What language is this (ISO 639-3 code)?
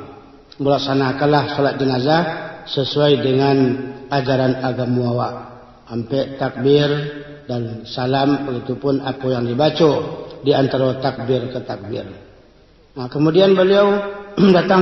min